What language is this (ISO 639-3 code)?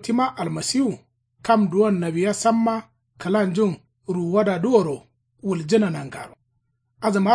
kau